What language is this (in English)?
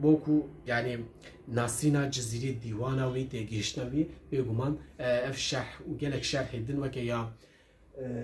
Kurdish